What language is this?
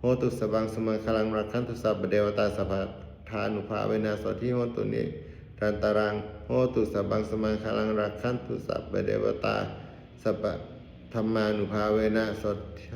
Pali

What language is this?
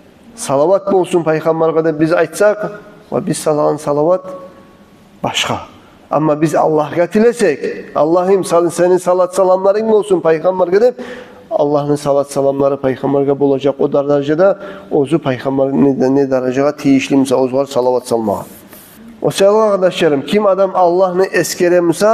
Kumyk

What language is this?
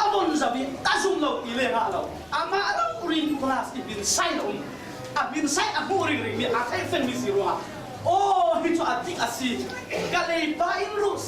Falam Chin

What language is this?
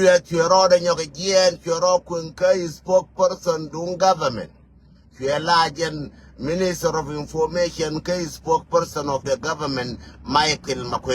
Nuer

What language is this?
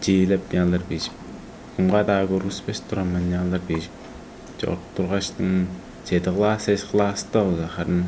Tuvinian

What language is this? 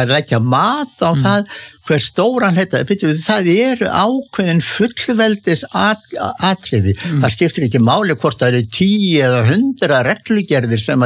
Icelandic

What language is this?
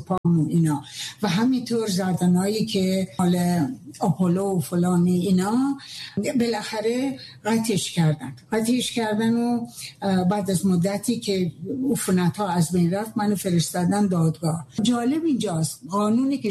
Persian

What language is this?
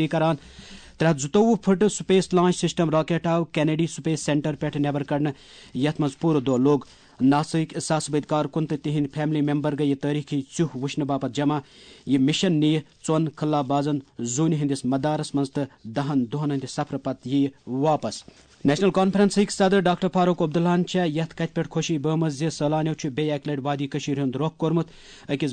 Kashmiri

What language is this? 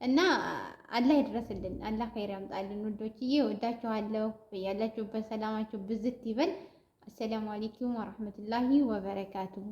Amharic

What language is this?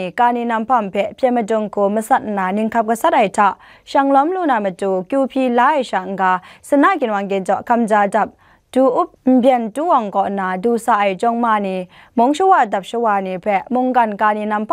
Kachin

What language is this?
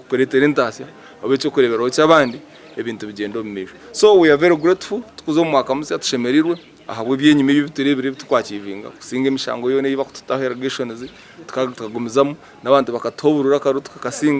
Nyankole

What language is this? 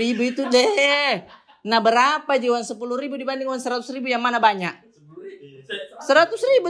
Makassar Malay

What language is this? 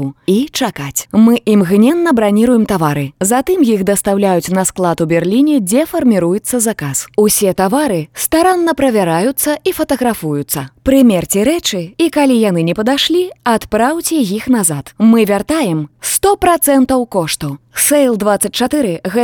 Belarusian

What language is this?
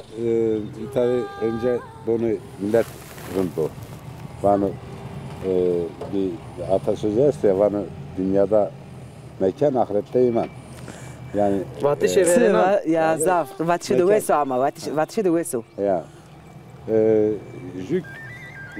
Zaza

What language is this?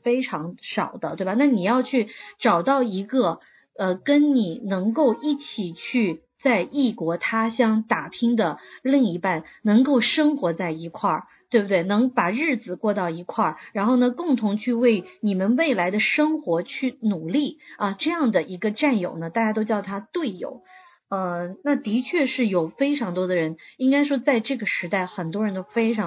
Chinese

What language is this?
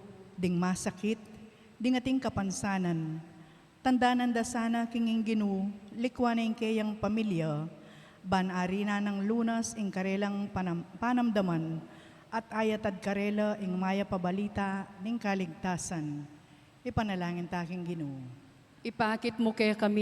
Pampanga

